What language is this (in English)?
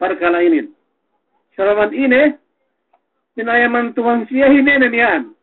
Yakan